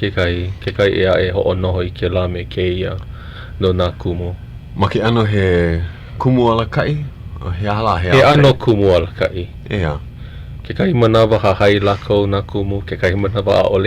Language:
Hawaiian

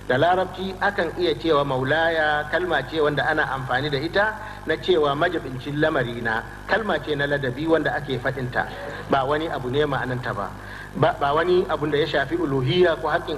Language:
Hausa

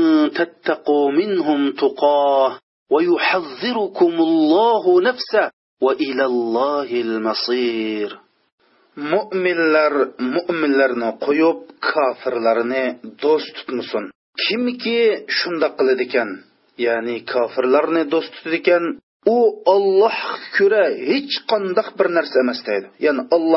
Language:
Uyghur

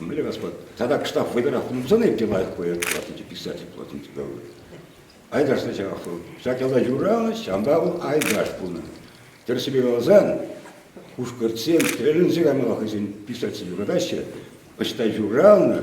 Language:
Chuvash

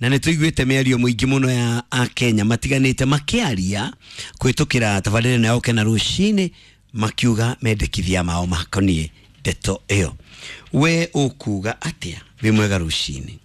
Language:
Kikuyu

